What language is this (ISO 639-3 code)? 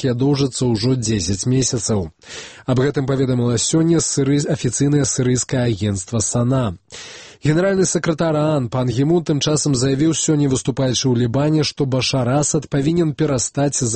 bel